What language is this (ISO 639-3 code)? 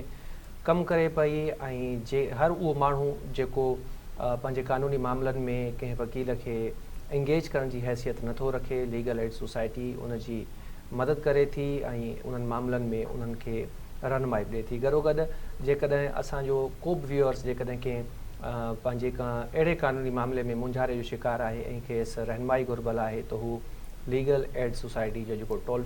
snd